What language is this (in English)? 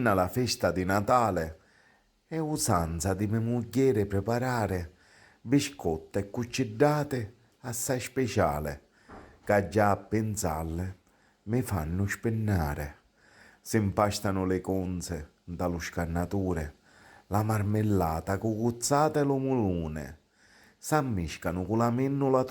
Sicilian